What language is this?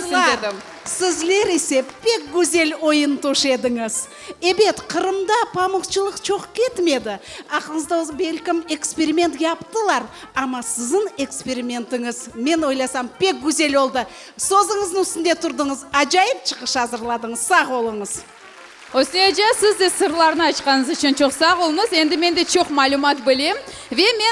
Crimean Tatar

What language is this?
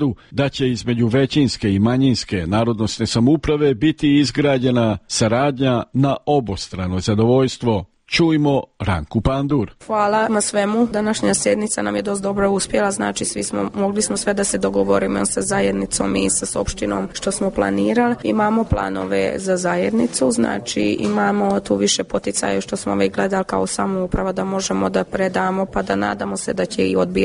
Serbian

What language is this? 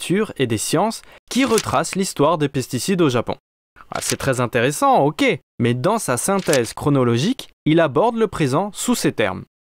French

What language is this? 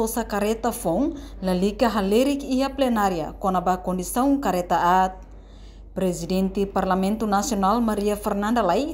Tetum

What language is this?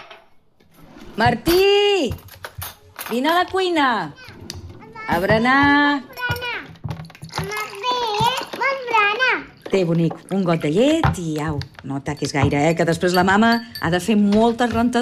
Catalan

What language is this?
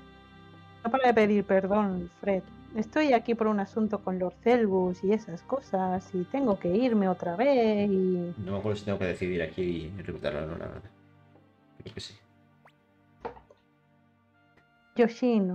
Spanish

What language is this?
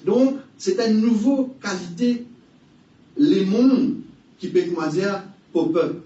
Morisyen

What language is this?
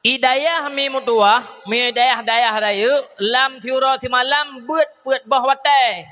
Achinese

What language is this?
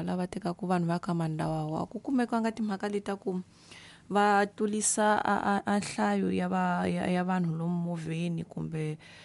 Tsonga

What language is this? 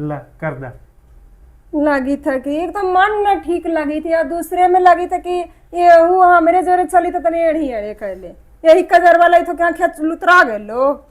Magahi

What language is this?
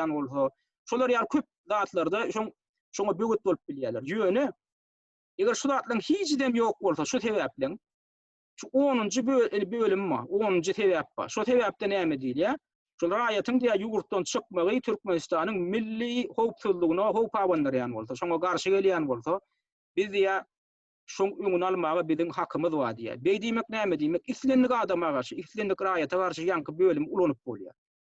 Turkmen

